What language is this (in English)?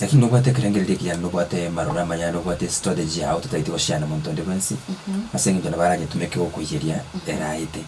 Gusii